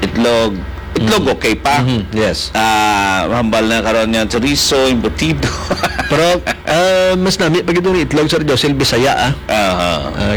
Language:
Hiligaynon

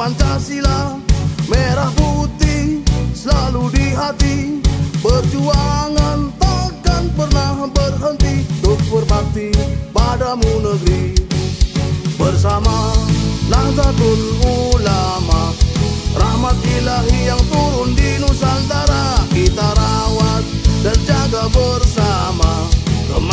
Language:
Indonesian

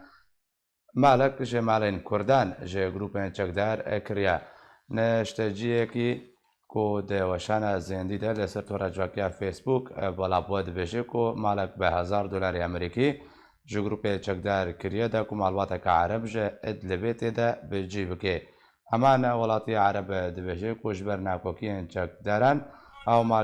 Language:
Kurdish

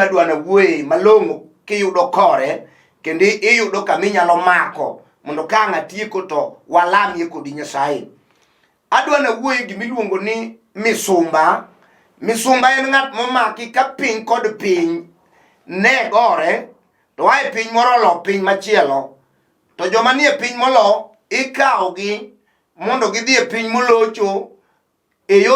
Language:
Luo (Kenya and Tanzania)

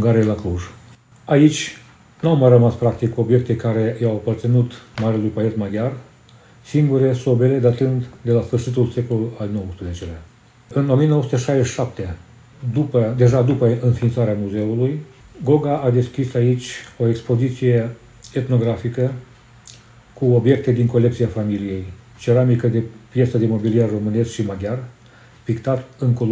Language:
Romanian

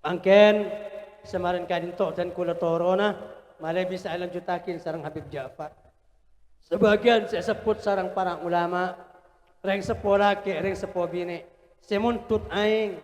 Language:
Madurese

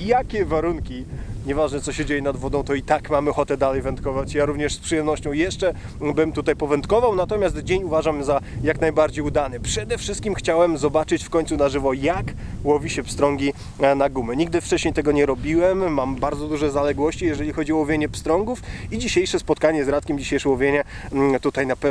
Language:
Polish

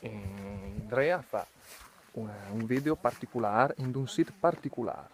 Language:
Lombard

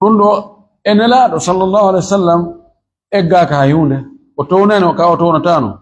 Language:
Fula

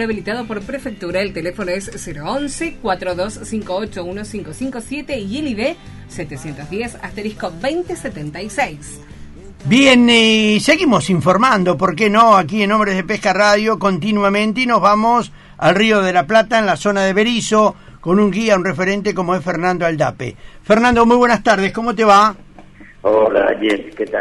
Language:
Spanish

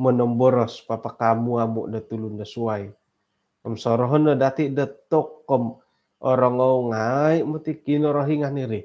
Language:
Central Dusun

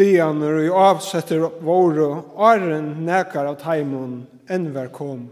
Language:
Faroese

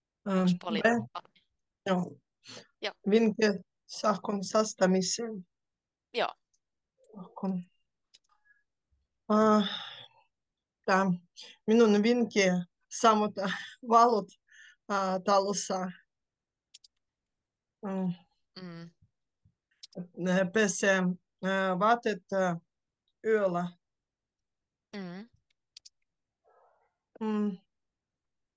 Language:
Finnish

